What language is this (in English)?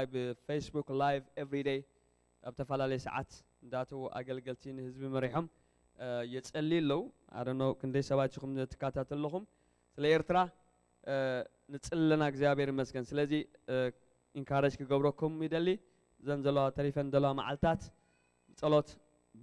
Tigrinya